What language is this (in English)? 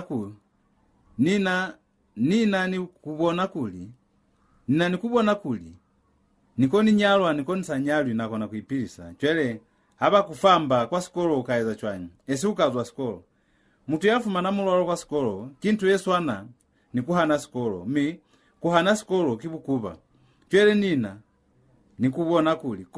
Lozi